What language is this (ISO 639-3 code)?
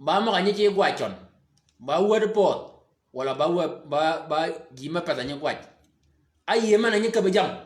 shk